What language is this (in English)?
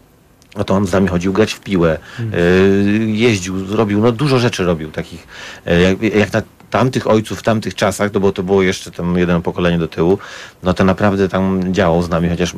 Polish